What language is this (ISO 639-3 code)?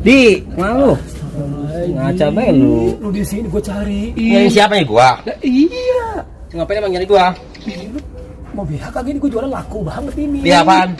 bew